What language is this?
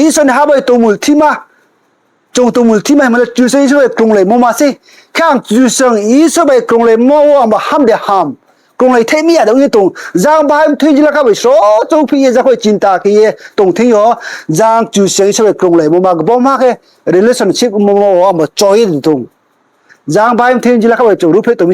Riang (India)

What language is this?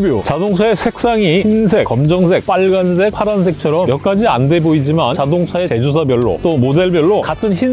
Korean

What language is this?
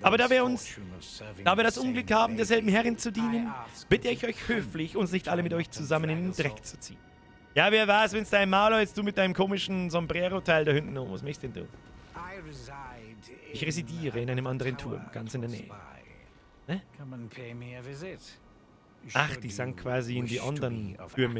Bavarian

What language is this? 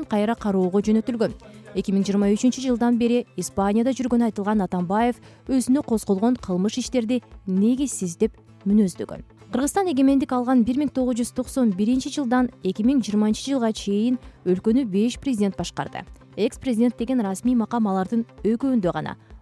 Kyrgyz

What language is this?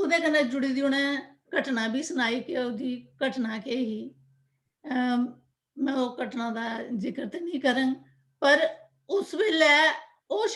Dogri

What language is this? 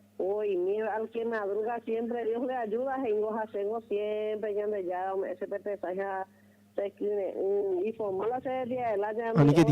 Guarani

